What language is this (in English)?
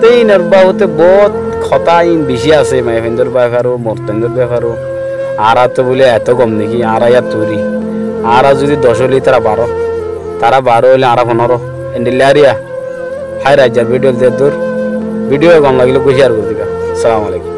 Rohingya